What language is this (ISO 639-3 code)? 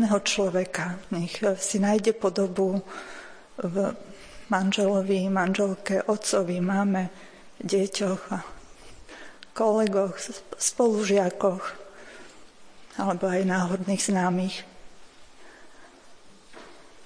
slk